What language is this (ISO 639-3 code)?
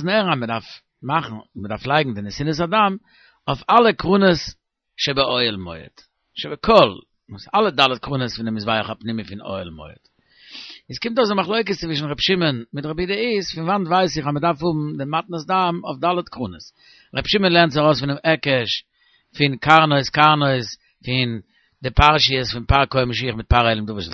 yid